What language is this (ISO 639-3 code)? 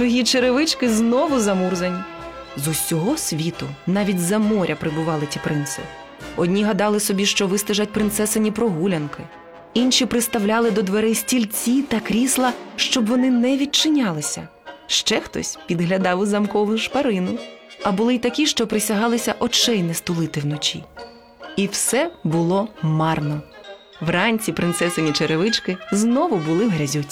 ukr